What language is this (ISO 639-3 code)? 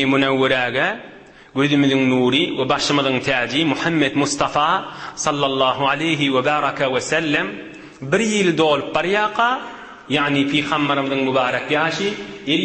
tuk